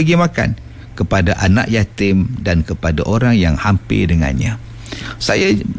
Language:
Malay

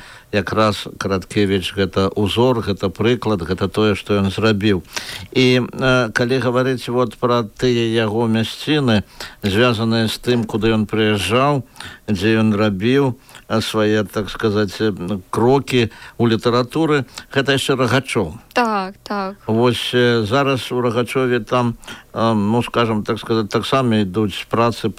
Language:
Belarusian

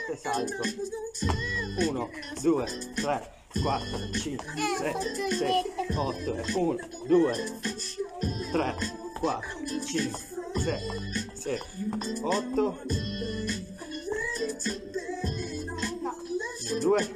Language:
Italian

